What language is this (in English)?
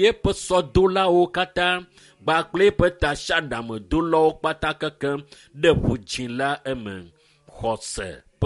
Ewe